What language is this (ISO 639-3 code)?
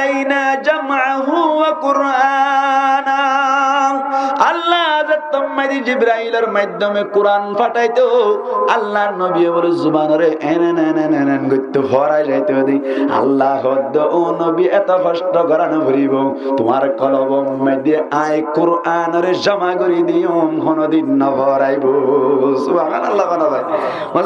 rhg